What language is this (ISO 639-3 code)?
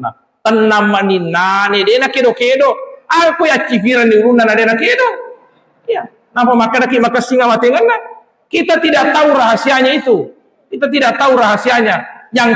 bug